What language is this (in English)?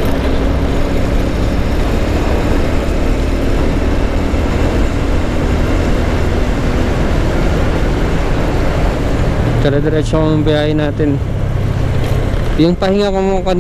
Filipino